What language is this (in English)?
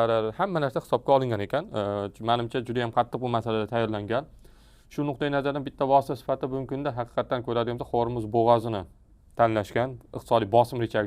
Uzbek